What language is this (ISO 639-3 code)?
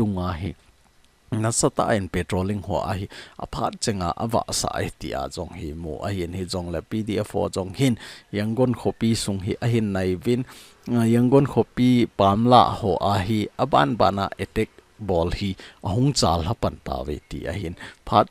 tcz